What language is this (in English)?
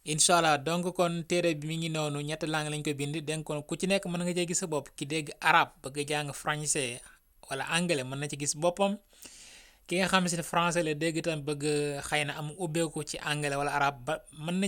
Wolof